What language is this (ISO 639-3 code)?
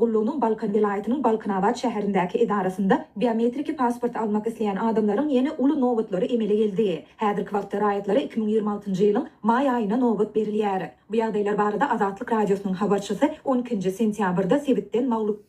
tuk